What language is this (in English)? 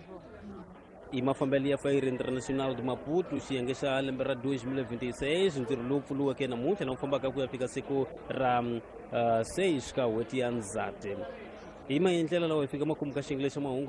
Tsonga